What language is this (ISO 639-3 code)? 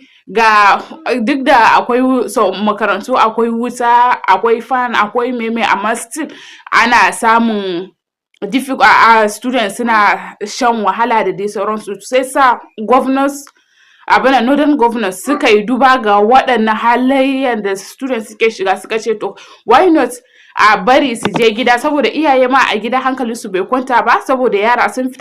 hau